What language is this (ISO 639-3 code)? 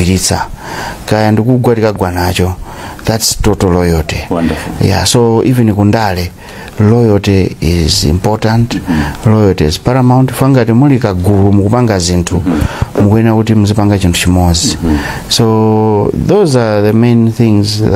nya